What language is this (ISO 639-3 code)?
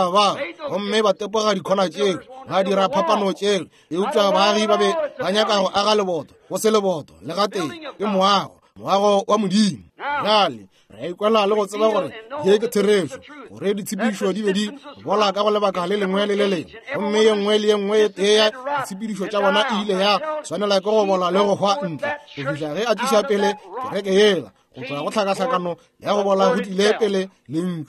nso